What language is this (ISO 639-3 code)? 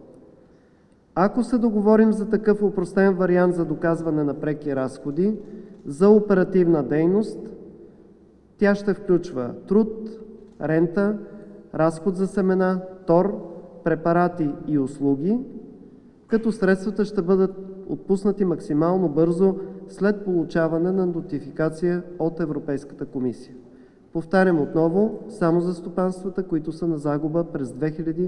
bul